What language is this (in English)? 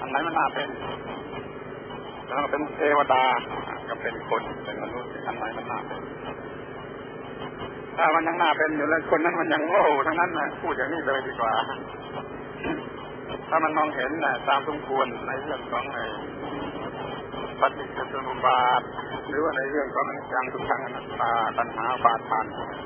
Thai